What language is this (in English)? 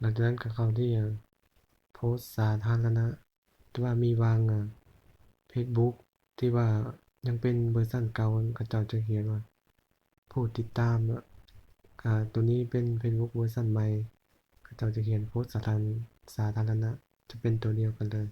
Lao